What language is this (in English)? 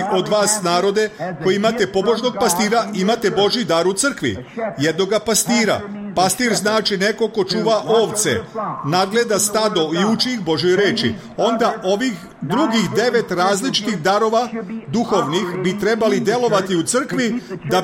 Serbian